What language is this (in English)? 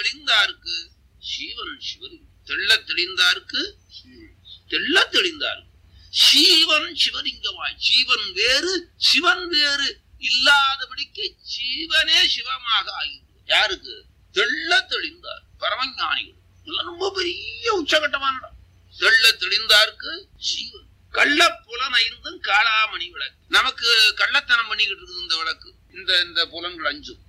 Tamil